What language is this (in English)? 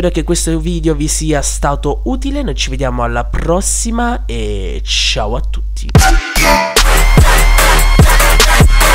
Italian